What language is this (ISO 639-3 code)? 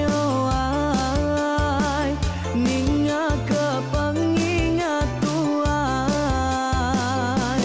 iba